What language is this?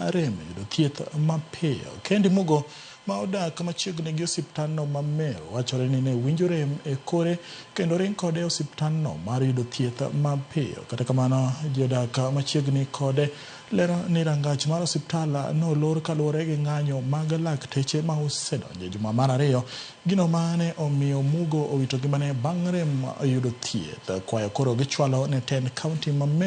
Luo (Kenya and Tanzania)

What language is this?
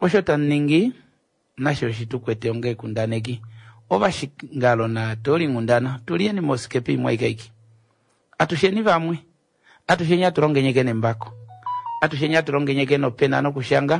Kuanyama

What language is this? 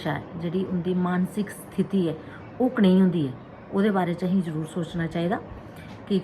Dogri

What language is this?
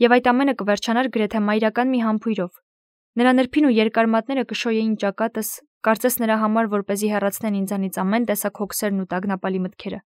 Armenian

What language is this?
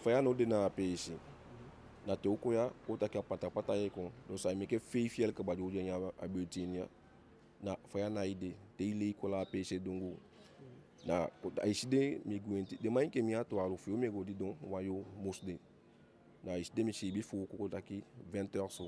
Eastern Maroon Creole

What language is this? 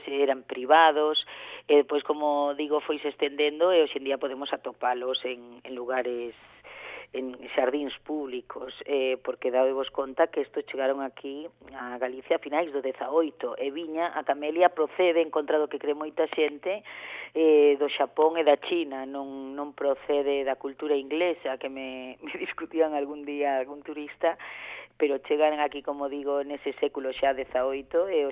Galician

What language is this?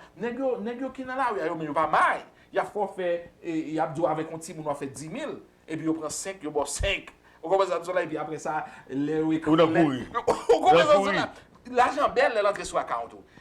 Haitian Creole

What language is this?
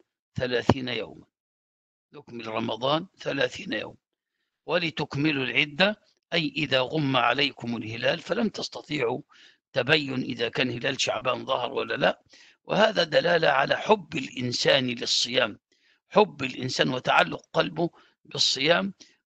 Arabic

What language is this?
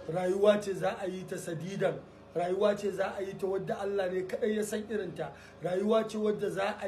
Hausa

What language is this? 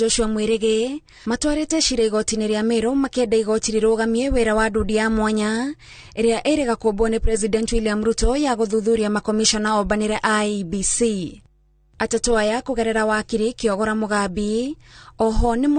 Kikuyu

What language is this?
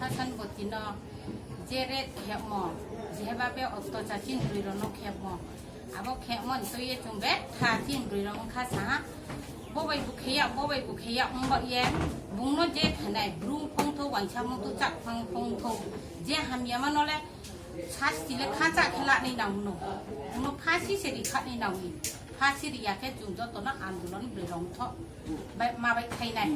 Kok Borok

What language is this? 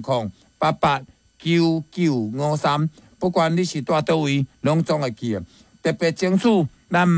Min Nan Chinese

